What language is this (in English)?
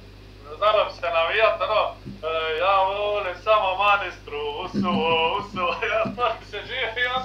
Croatian